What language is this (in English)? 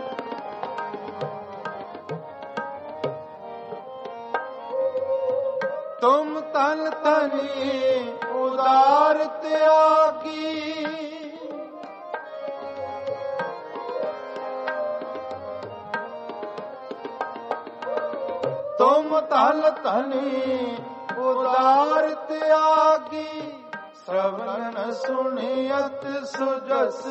Punjabi